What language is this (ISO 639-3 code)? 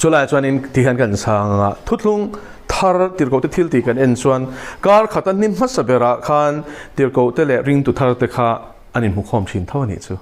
lus